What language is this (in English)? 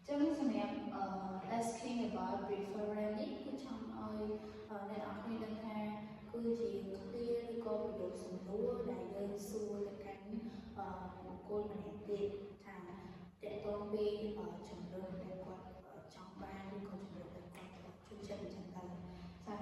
Khmer